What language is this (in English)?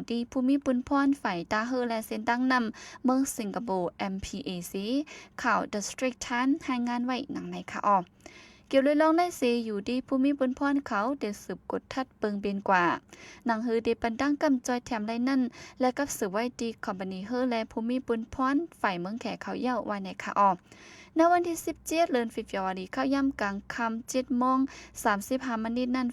Shan